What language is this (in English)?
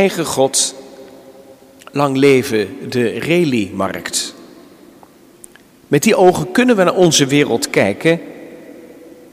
Dutch